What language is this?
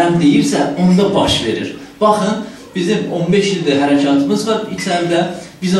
South Azerbaijani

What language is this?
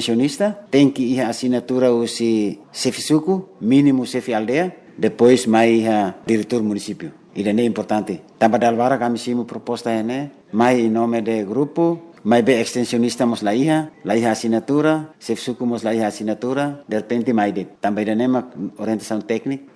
Tetum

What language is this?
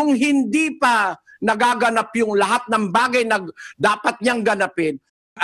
Filipino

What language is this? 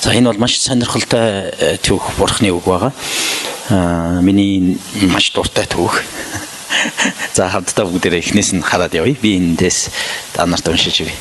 Mongolian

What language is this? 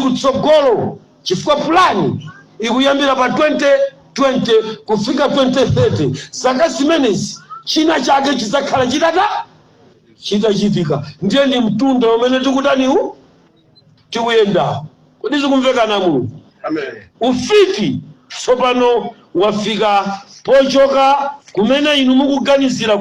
Nyanja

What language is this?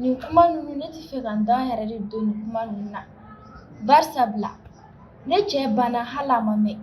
Bambara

